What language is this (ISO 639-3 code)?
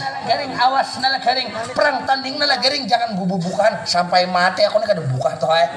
bjn